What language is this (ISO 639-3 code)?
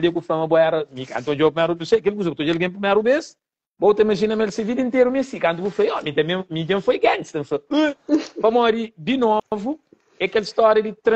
kea